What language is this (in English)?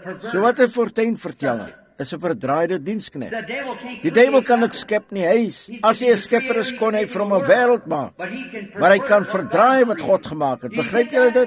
Afrikaans